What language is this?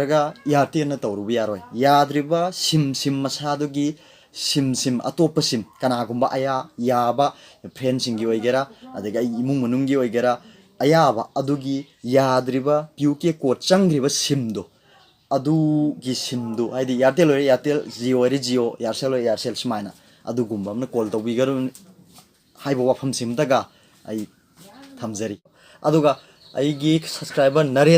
Manipuri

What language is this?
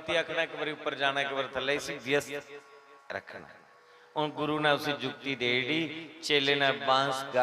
Dogri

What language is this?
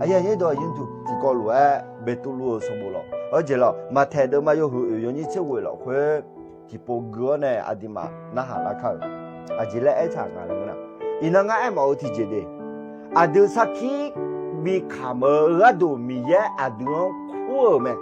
Akha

